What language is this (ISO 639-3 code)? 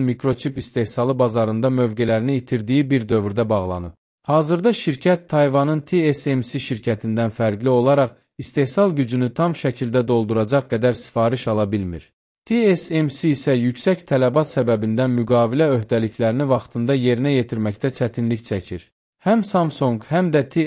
aze